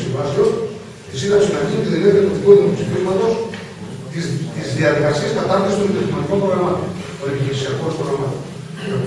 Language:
Greek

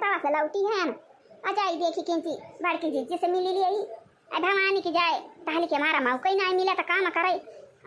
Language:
Awadhi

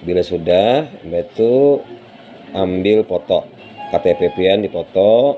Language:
Banjar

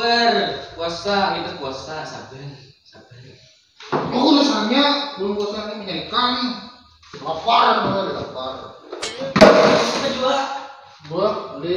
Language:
Banjar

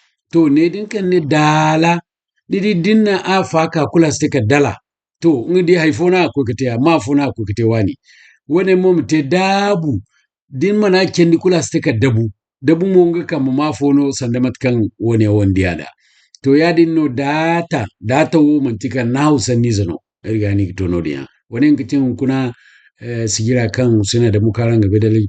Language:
Zarma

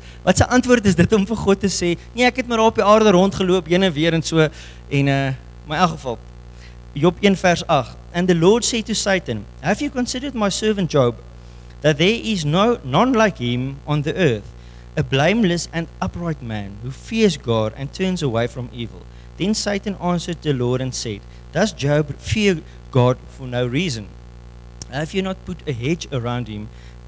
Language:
Afrikaans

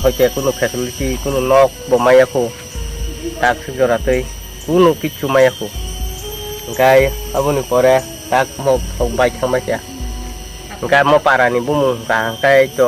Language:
Kok Borok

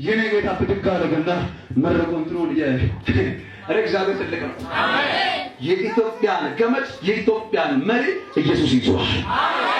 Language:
Amharic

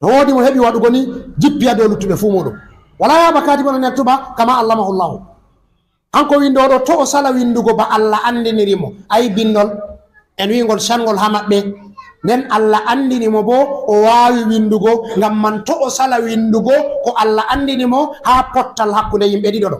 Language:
Fula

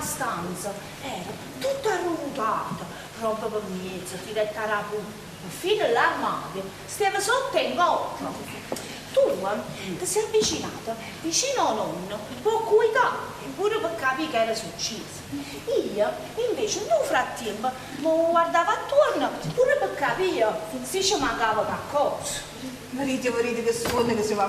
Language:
Neapolitan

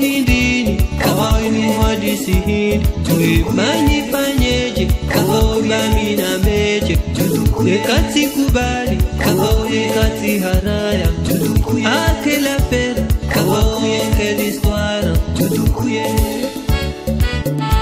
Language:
Swahili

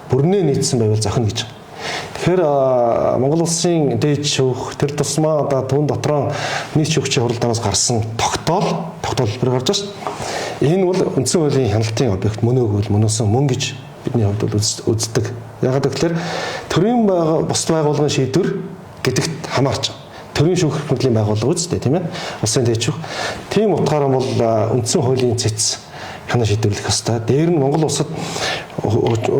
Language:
Mongolian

